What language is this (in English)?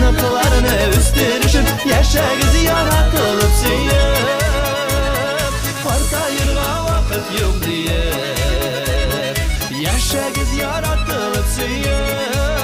Tatar